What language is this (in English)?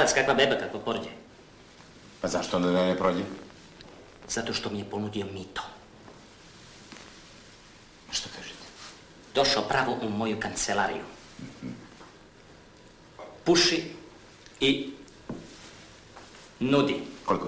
Serbian